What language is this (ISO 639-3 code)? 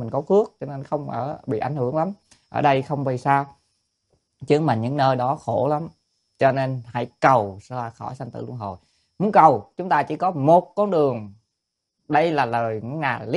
vie